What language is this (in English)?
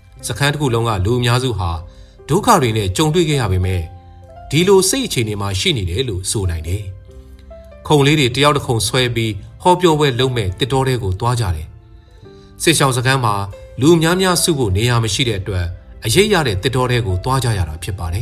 Burmese